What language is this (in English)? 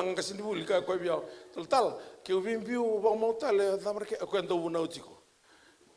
Fijian